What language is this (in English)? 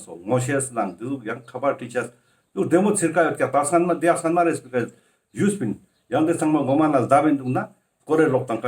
Ladakhi